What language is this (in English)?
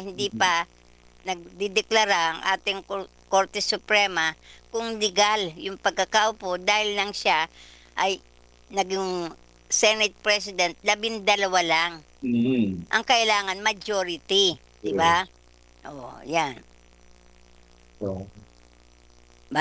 Filipino